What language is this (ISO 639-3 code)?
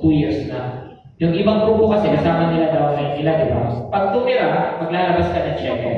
fil